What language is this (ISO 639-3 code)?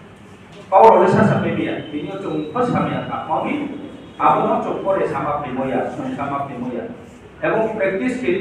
ria